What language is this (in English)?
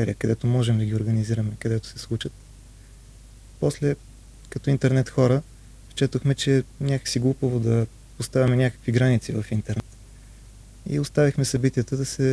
Bulgarian